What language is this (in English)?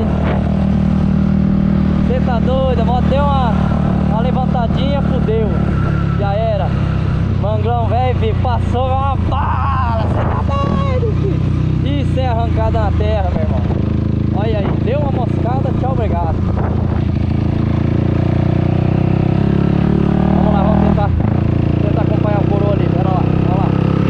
Portuguese